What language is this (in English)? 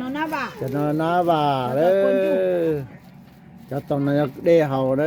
Hmong